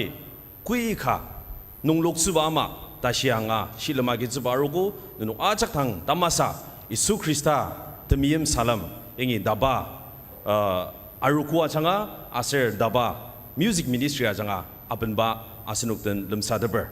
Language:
Ao Naga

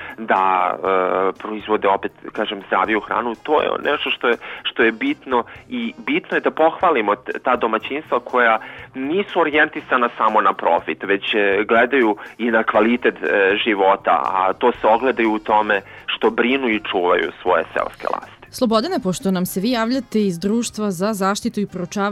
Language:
Serbian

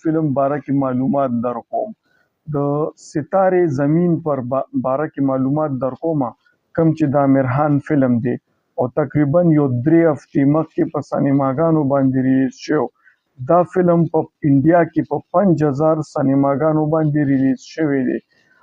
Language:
Pashto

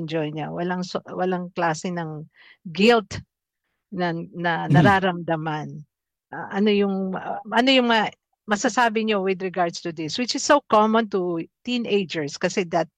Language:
Filipino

